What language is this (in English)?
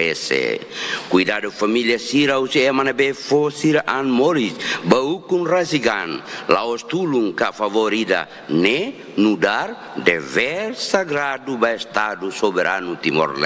Tetum